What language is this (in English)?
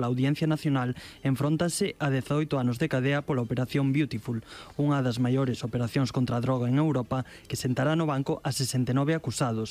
Galician